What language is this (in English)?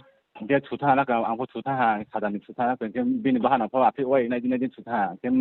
Riang (India)